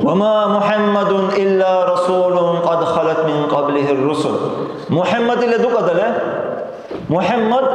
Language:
Dargwa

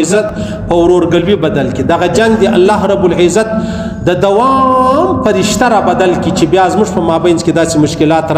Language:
Pashto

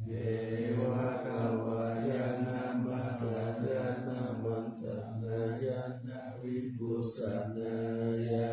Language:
Pali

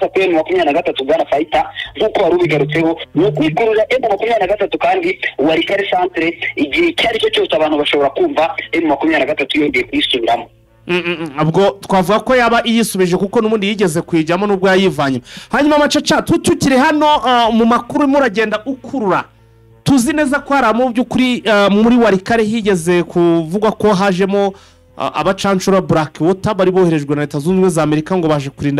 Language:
Kinyarwanda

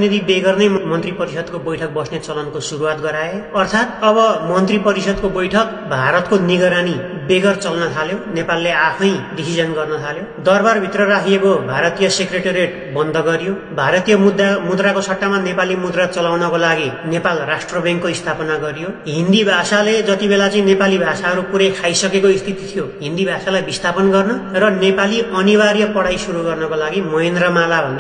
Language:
Nepali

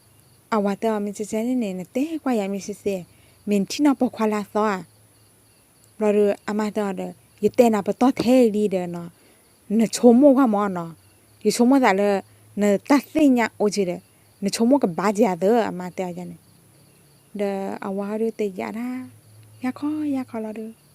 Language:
S'gaw Karen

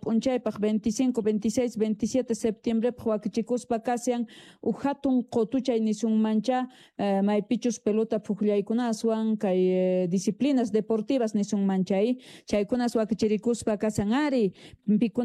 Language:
South Bolivian Quechua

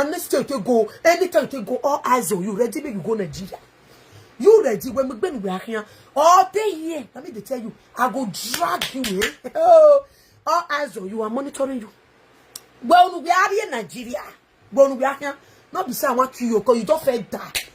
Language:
Nigerian Pidgin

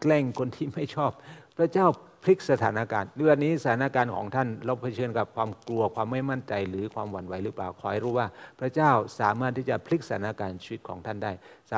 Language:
Thai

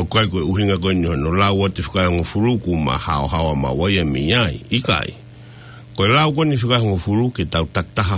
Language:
Tongan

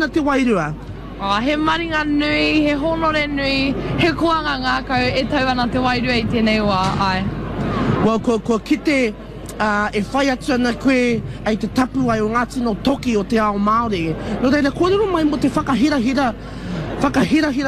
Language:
Māori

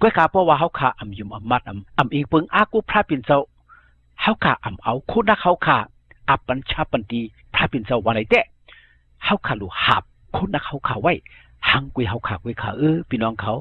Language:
Shan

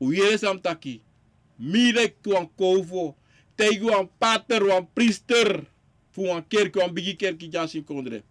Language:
Sranan Tongo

